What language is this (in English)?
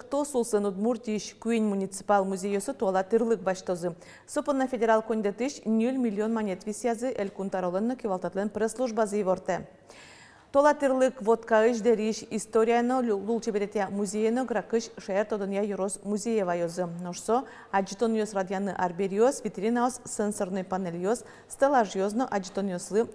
Udmurt